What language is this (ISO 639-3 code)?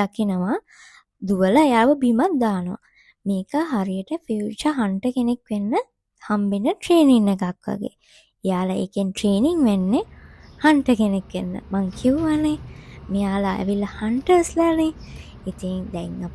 sin